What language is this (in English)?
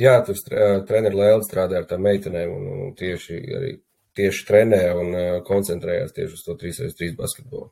Latvian